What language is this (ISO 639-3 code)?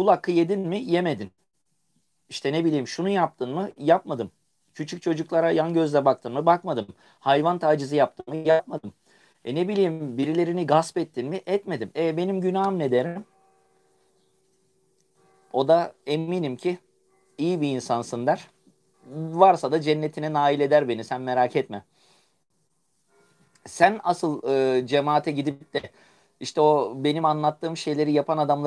tur